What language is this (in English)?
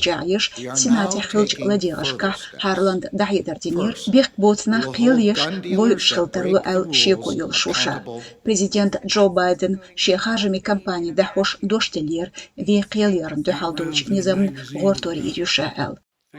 Chechen